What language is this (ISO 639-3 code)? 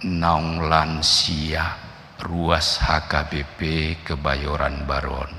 bbc